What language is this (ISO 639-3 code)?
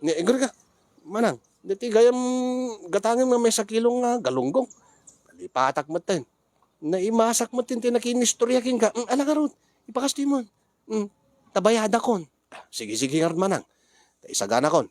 ilo